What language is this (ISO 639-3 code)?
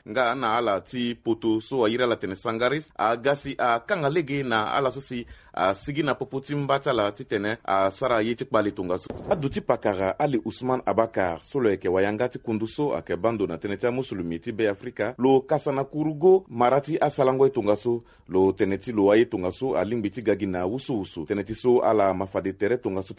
sag